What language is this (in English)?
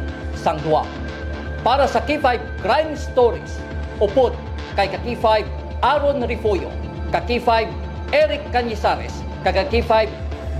Hiligaynon